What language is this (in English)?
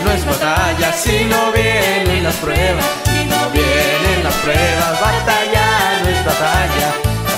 Spanish